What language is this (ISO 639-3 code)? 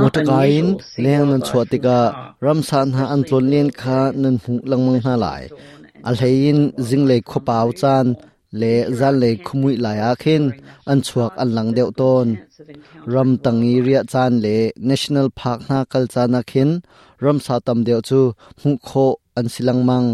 cnh